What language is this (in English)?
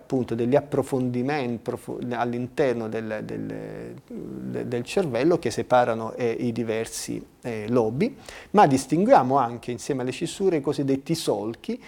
Italian